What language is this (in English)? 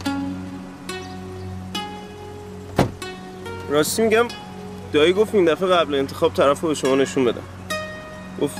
Persian